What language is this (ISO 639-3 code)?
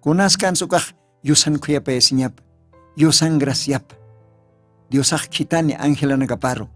aym